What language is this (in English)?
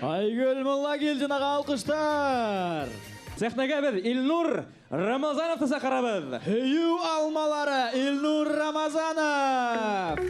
Bashkir